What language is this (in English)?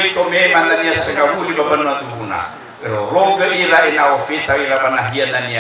Nias